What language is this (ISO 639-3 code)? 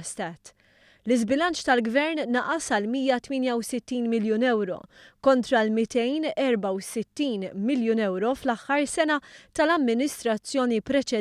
mlt